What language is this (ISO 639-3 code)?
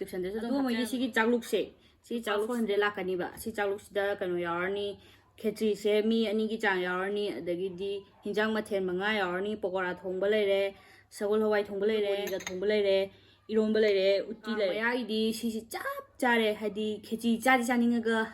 mni